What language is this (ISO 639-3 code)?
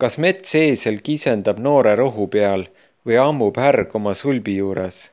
est